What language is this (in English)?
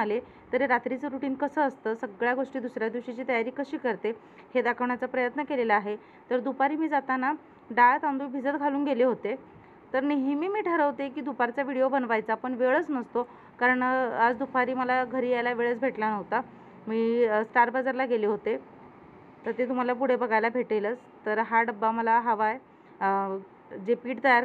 Marathi